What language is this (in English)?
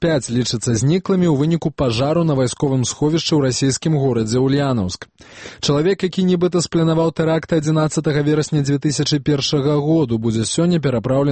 Belarusian